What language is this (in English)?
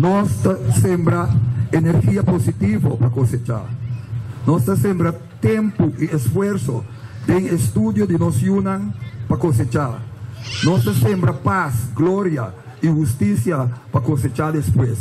Papiamento